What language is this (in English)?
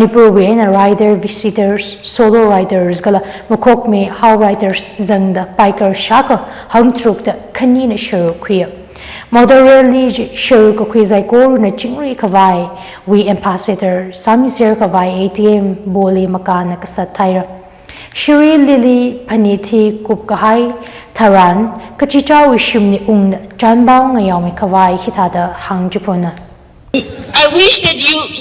Tangkhul Naga (India)